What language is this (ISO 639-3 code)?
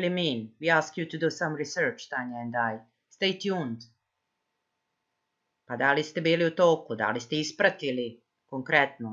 srp